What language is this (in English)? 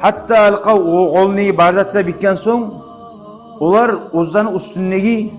Kumyk